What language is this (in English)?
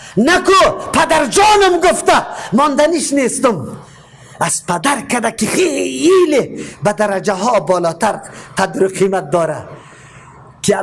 Persian